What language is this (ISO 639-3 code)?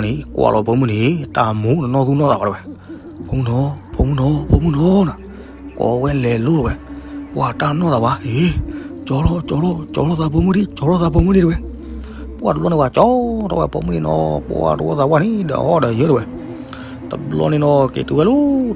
ksw